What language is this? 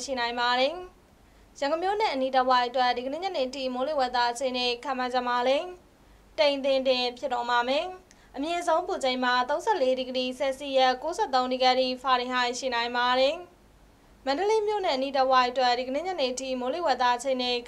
Burmese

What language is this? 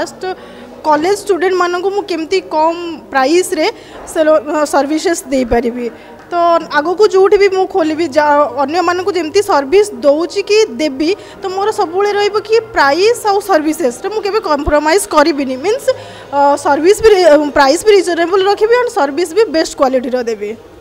Odia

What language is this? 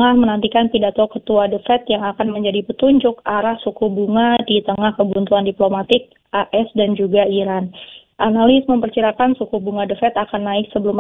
Indonesian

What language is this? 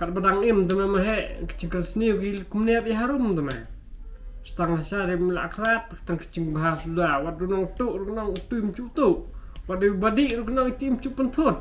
Khasi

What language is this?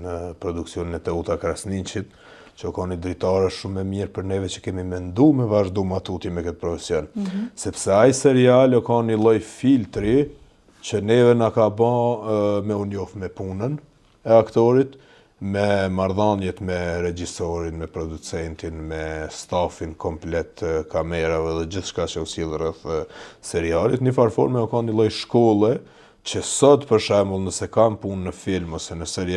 Albanian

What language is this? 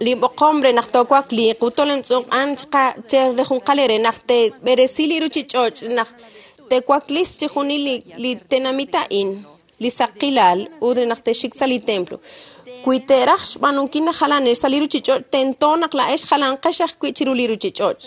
Kekchí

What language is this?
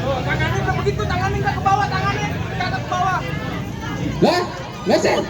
Betawi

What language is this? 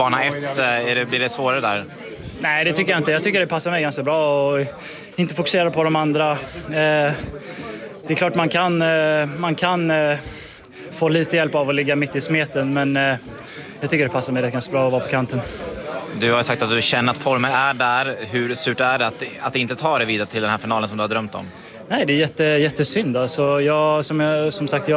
Swedish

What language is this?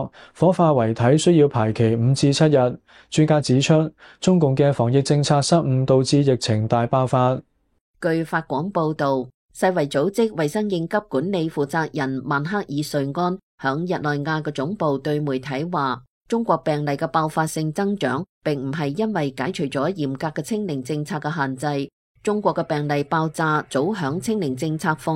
Cantonese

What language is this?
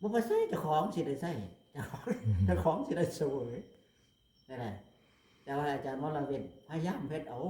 Northeastern Thai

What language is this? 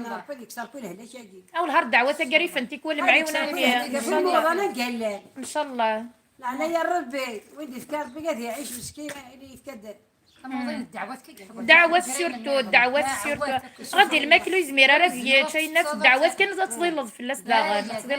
Kabyle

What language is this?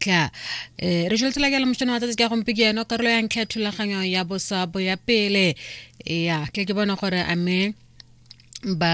Tswana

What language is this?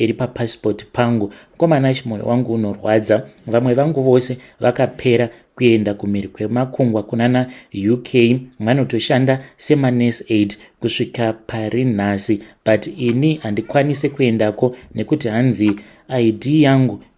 Shona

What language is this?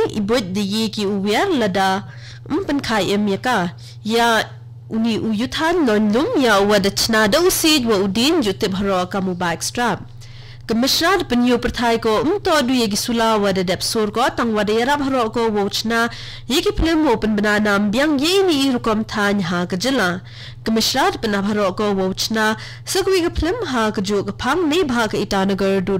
Khasi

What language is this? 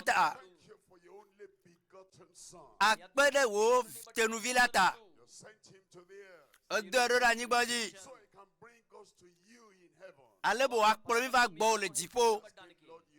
Ewe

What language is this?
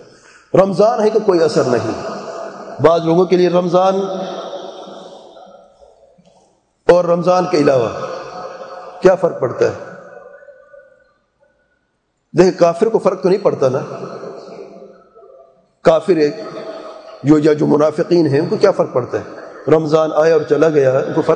Urdu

